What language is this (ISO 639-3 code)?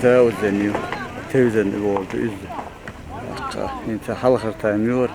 che